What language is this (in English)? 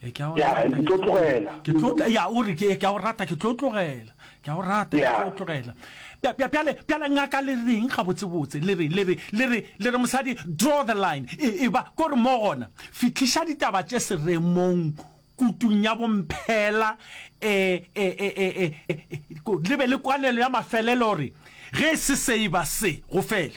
Northern Sotho